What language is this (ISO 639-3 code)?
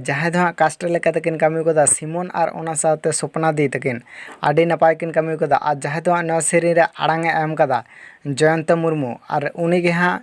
sat